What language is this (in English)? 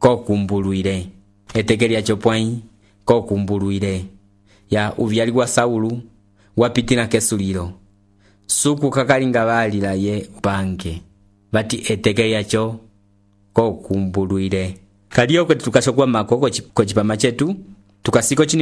Umbundu